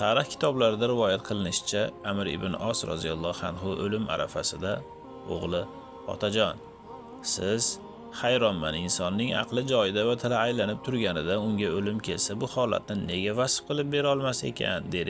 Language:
Uzbek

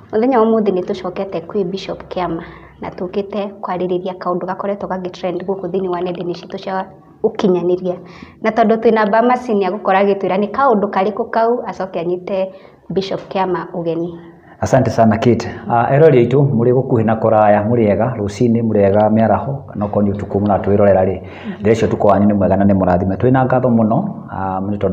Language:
Kikuyu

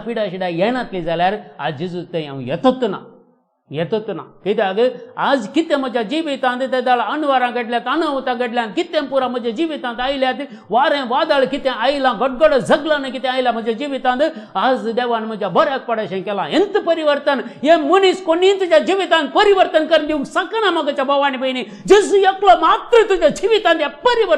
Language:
Konkani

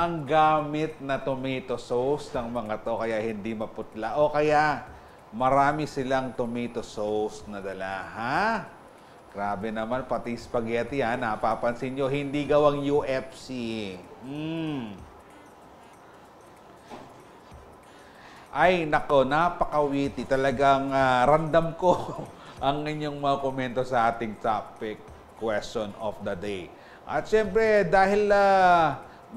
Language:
Filipino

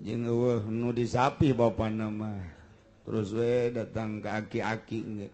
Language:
Sundanese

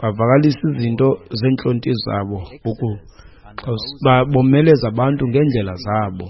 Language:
Xhosa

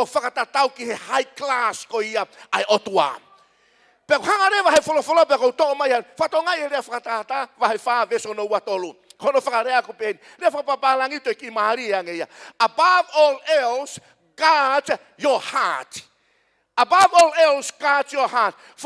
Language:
Tongan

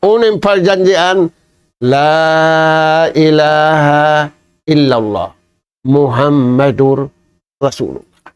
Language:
Tausug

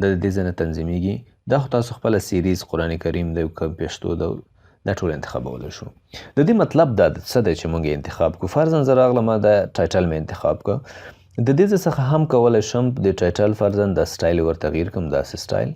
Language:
Pashto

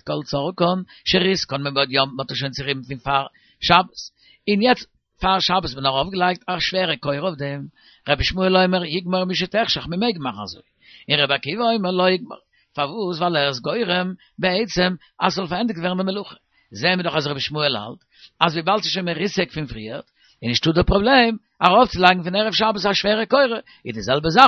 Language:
Yiddish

